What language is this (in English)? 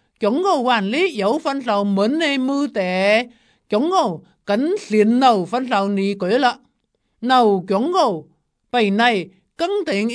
Vietnamese